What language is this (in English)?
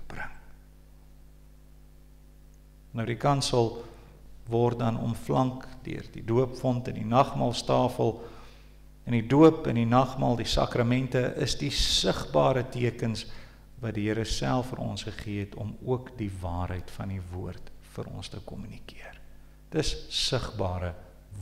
Afrikaans